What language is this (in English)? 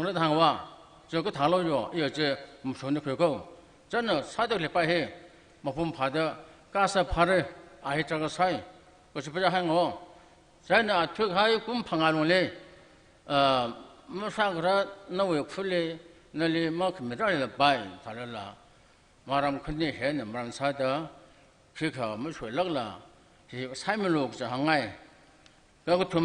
Tangkhul Naga (India)